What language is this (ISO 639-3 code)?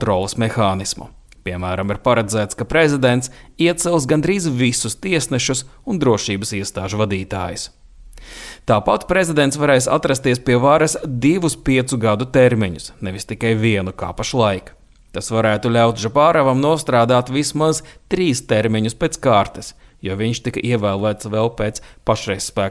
lav